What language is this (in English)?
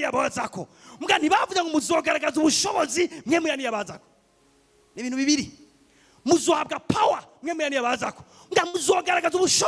Rundi